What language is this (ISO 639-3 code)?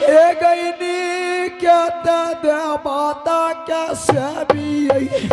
anp